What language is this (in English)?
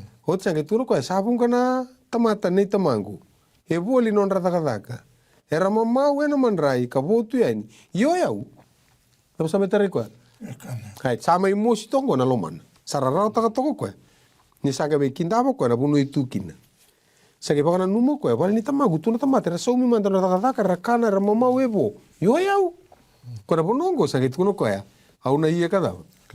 Fijian